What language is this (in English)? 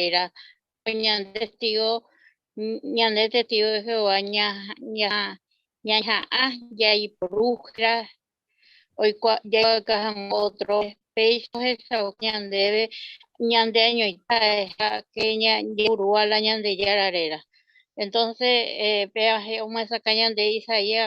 Guarani